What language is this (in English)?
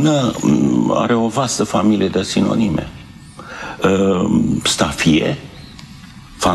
Romanian